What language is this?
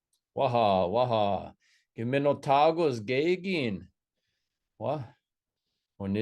Chippewa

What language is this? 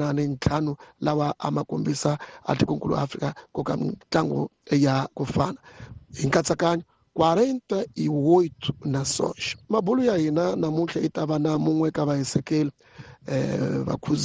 Tsonga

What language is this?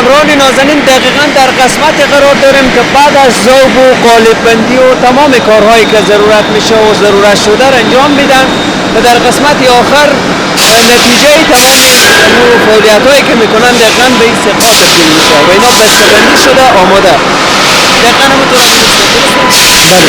Persian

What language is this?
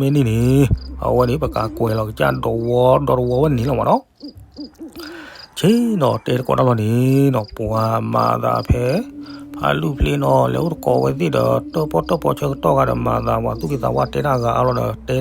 S'gaw Karen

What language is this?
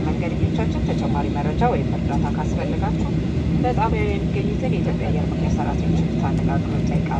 Amharic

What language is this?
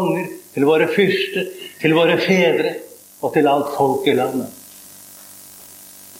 Norwegian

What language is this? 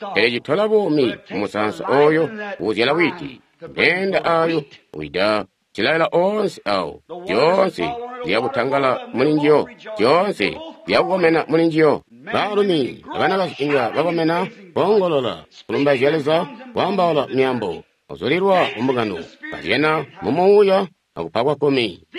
Tonga (Zambia)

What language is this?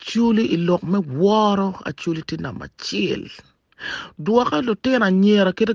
Acoli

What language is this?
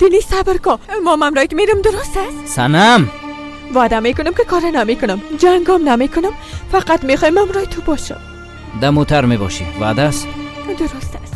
Persian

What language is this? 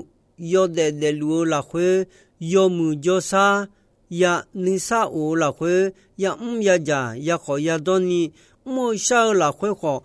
Akha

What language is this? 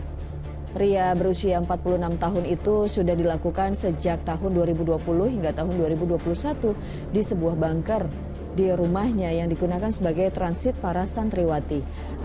Indonesian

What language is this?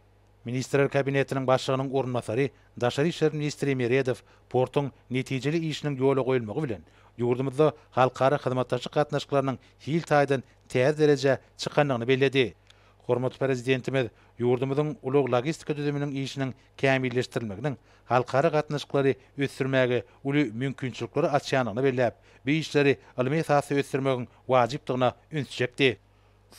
Turkmen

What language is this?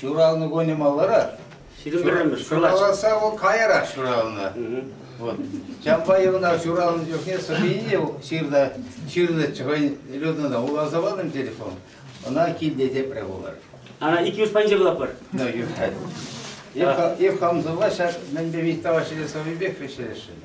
Chuvash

